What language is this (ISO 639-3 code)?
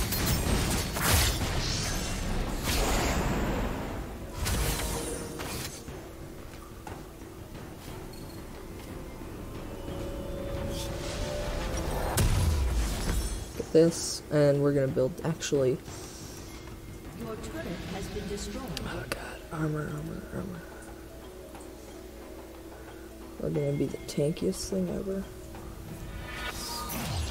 eng